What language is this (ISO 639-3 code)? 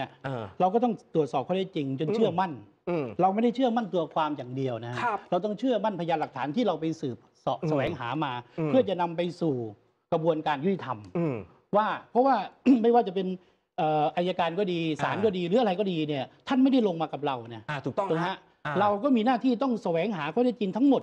tha